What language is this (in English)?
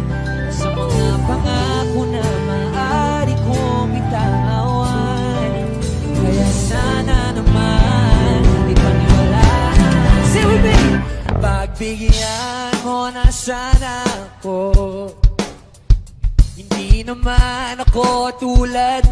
Filipino